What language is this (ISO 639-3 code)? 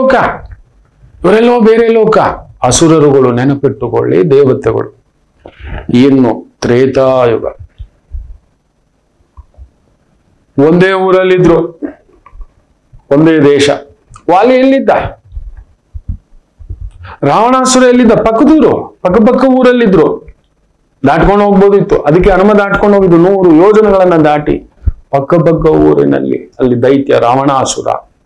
kan